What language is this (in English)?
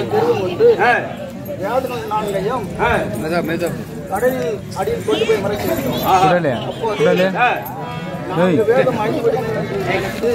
Tamil